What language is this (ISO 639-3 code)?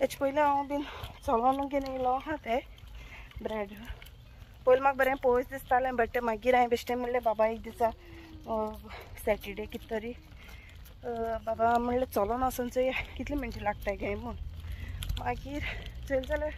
kok